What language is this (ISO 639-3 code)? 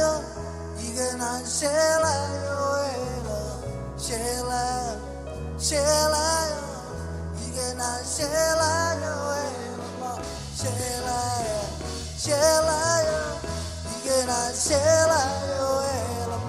mah